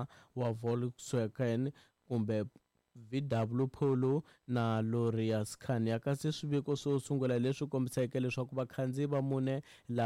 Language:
Tsonga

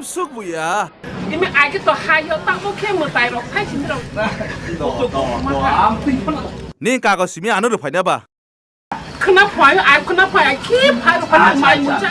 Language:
Kok Borok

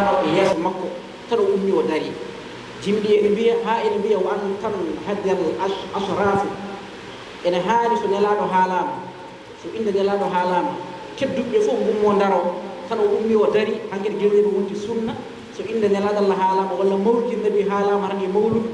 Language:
Fula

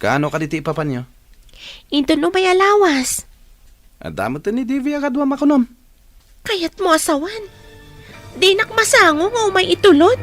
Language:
Iloko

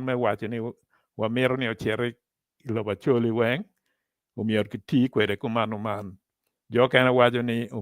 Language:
Acoli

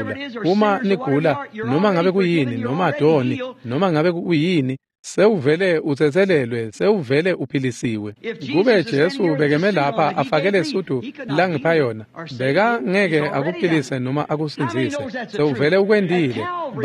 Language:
Swati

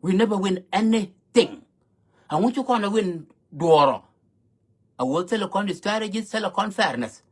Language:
Nuer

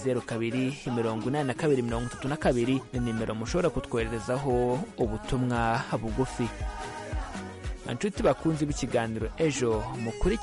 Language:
Kinyarwanda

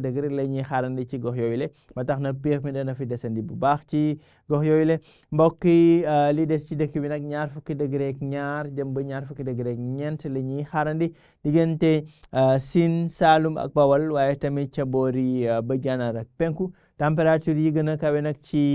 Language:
Wolof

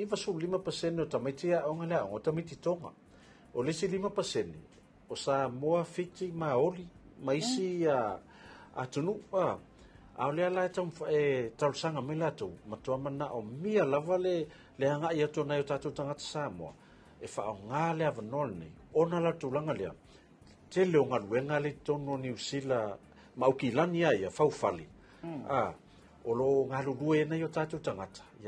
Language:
Samoan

